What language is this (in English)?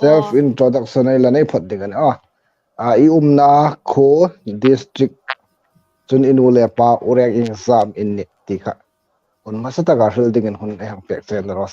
Hmar